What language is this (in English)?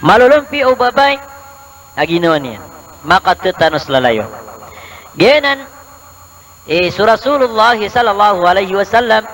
Maranao